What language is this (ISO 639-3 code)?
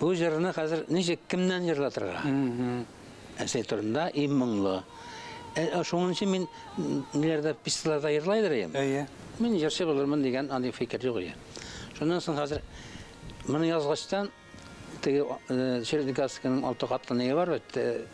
bak